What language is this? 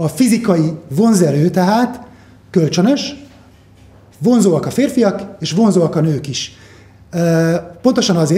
Hungarian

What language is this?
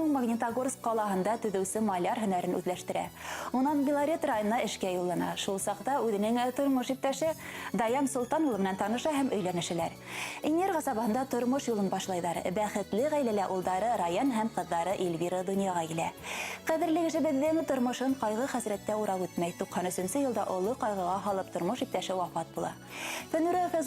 Bashkir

